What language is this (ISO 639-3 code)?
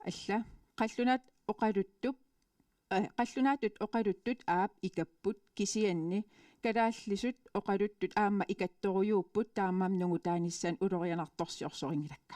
kal